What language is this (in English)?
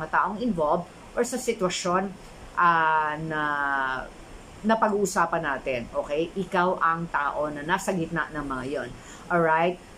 Filipino